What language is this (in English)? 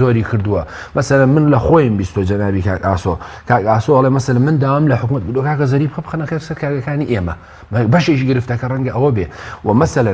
Central Kurdish